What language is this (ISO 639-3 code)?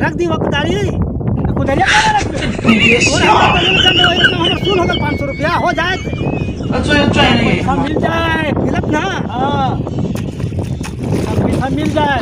mag